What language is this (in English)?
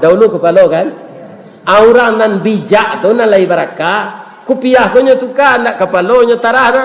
Minangkabau